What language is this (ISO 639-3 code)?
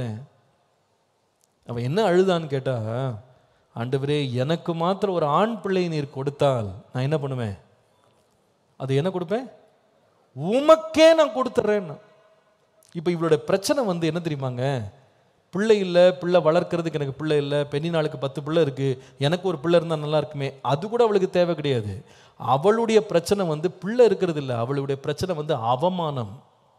tam